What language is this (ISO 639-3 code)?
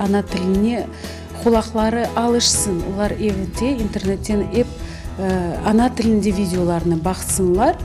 crh